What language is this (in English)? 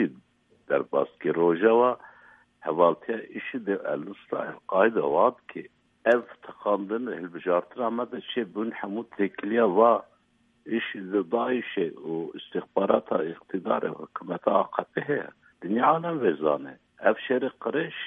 Kurdish